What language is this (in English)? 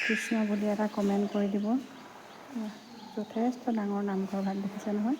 Assamese